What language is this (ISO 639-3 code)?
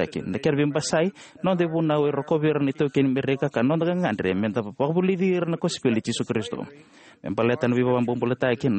fij